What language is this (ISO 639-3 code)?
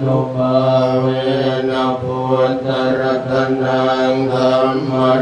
pli